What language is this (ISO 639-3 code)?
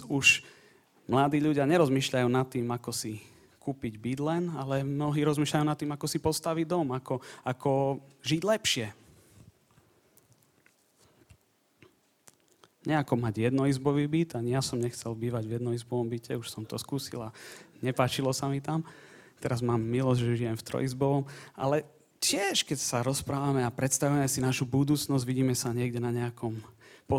slk